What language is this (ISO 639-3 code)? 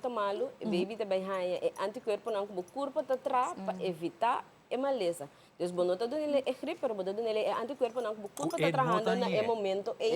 pap